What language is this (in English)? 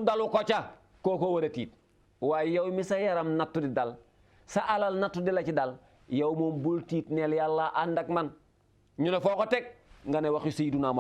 Wolof